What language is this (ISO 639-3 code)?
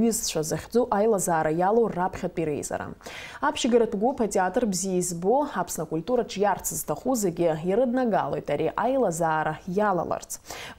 abk